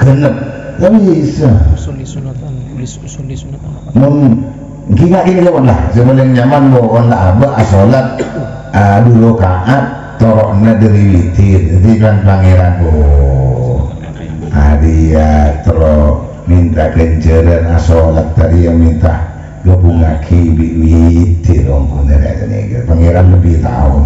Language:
Madurese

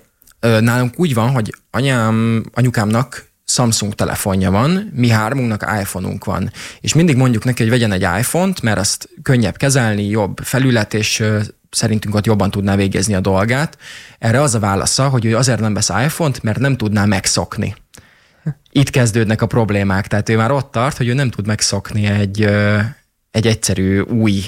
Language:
Hungarian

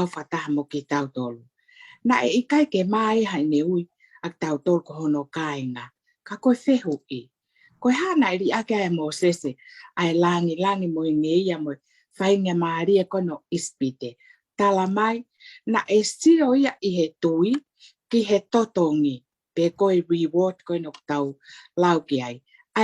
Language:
Tongan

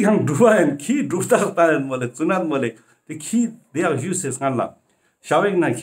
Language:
Ladakhi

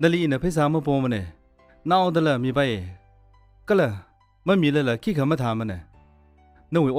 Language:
Tangkhul Naga (India)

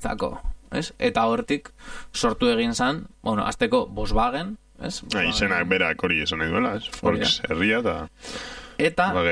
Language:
Basque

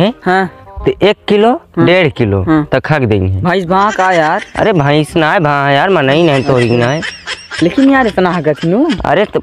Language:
Awadhi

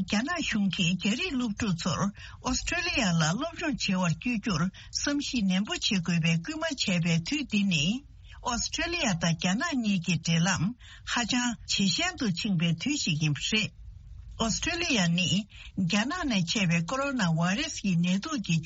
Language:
Tibetan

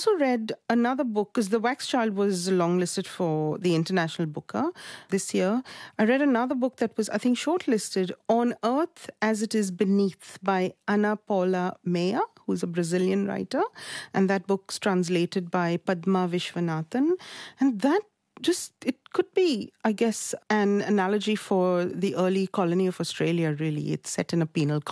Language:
English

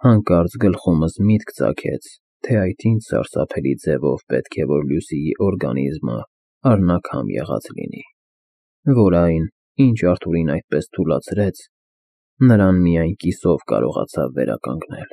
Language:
Armenian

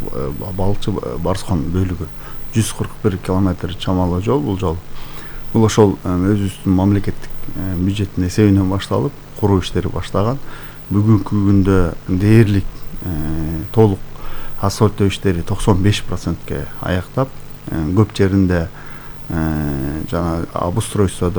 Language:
Kyrgyz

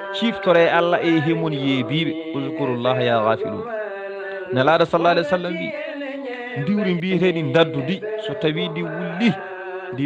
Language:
Fula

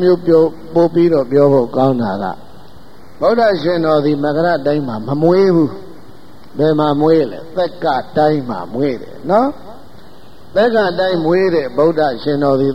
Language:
Burmese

